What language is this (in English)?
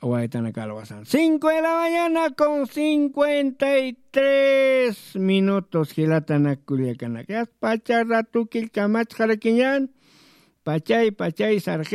Aymara